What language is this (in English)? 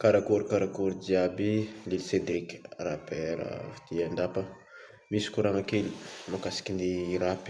Malagasy